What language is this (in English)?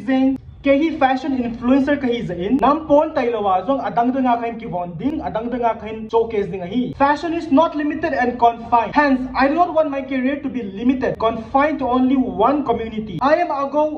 Thado Chin